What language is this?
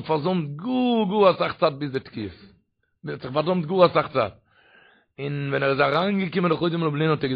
Yiddish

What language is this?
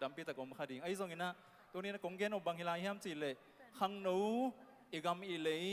Tedim Chin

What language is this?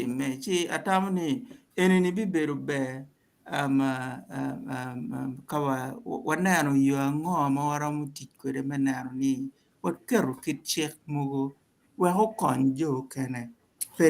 Acoli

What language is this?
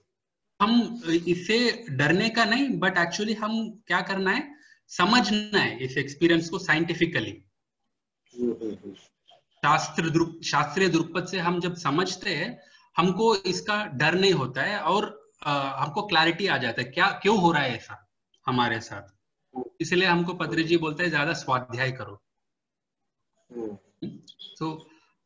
Hindi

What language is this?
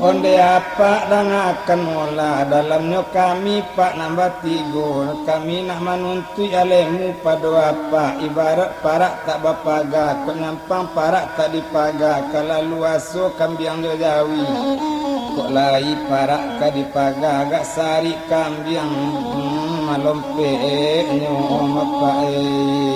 Minangkabau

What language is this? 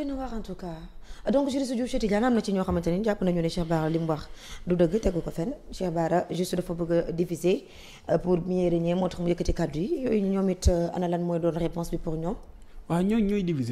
Wolof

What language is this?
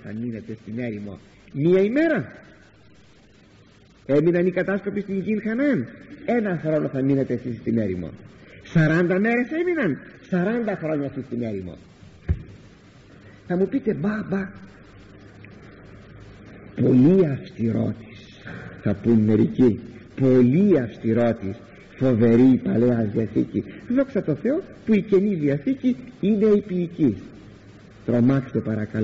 Greek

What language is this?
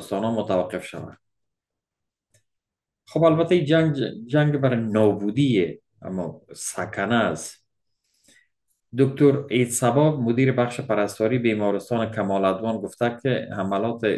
Persian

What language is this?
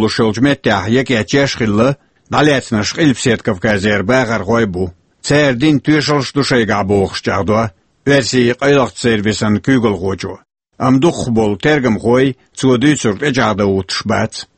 Chechen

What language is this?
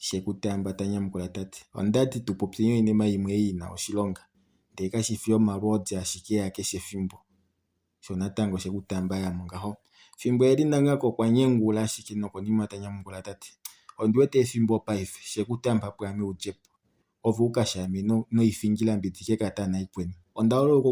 Kuanyama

